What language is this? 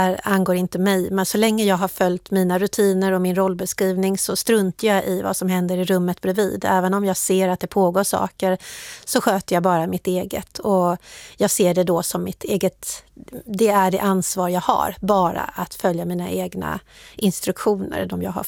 Swedish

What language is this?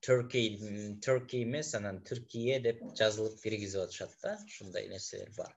Kyrgyz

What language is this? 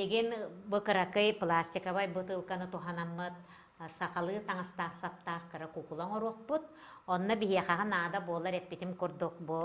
Yakut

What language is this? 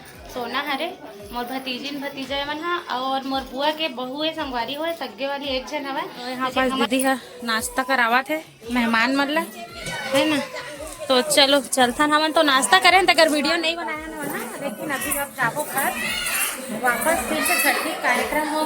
Chhattisgarhi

